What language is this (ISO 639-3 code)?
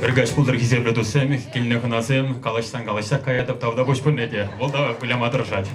chv